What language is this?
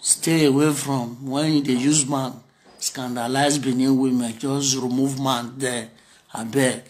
Nigerian Pidgin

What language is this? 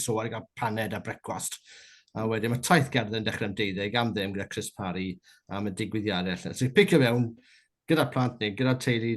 Welsh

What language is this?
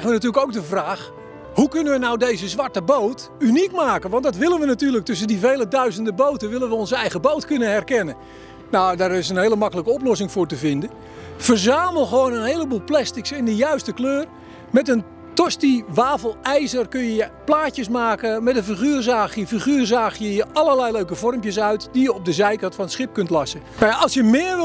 Dutch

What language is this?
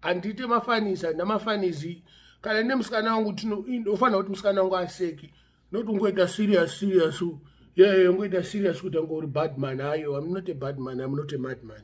Shona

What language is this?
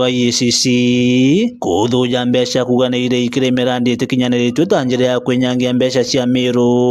Meru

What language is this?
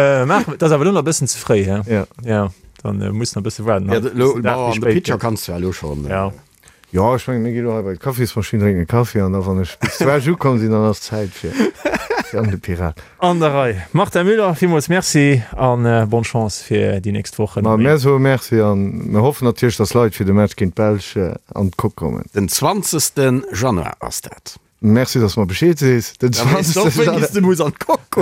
Luxembourgish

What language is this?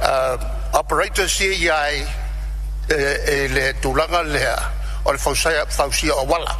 Samoan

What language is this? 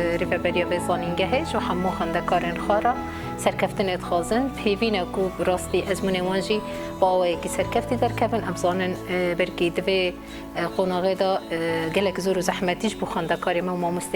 Kurdish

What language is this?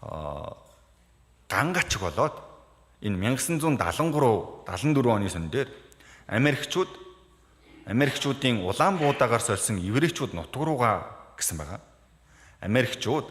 Mongolian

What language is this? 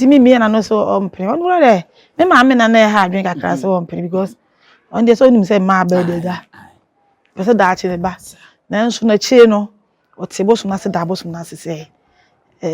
Akan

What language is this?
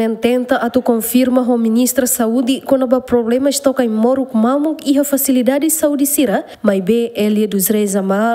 Tetum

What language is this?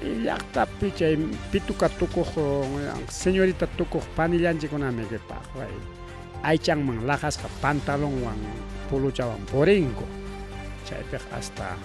Ayacucho Quechua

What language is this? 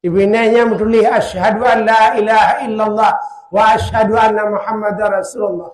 Achinese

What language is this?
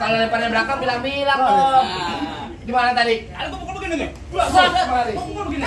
Betawi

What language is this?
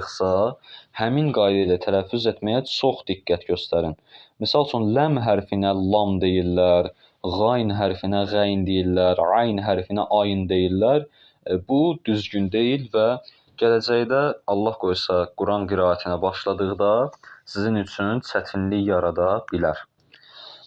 Azerbaijani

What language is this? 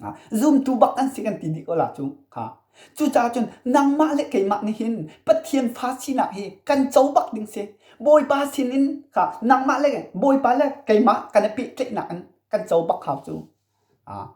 Hakha Chin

